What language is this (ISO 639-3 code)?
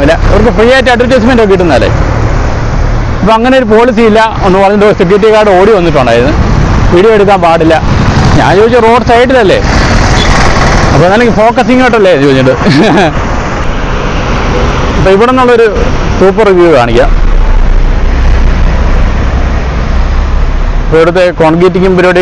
mal